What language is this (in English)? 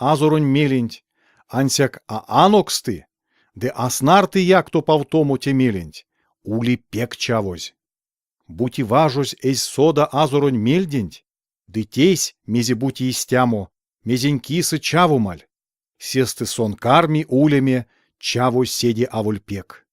Erzya